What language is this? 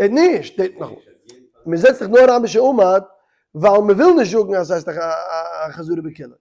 Yiddish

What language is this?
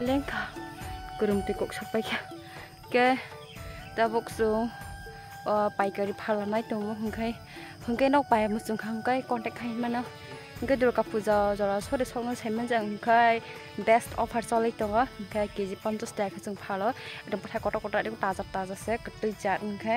Kok Borok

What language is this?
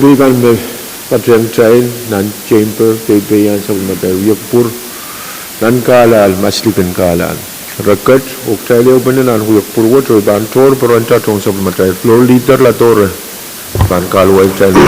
Pohnpeian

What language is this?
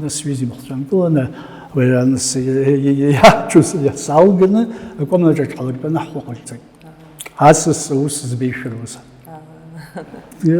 Abkhazian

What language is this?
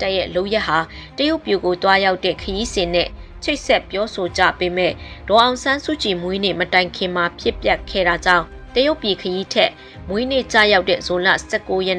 Burmese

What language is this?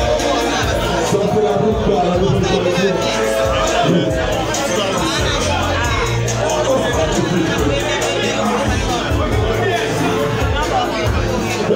French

